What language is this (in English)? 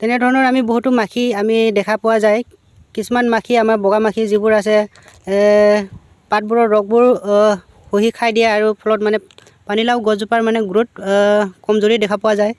Assamese